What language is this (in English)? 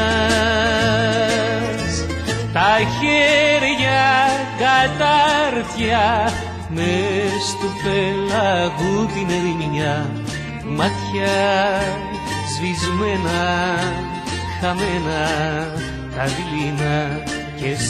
Greek